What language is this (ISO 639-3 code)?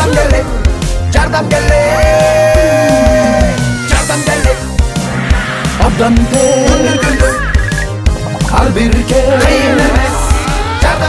kir